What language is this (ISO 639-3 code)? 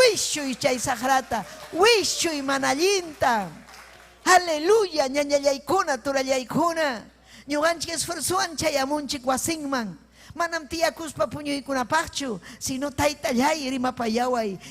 quy